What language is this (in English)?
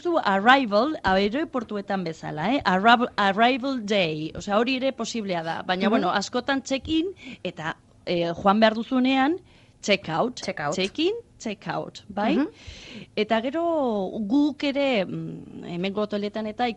Basque